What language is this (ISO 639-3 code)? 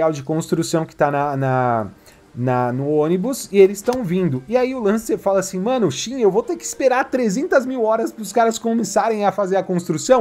por